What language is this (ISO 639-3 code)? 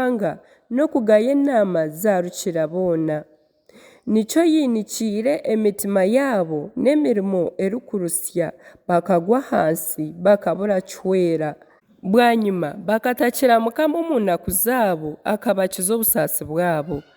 nyn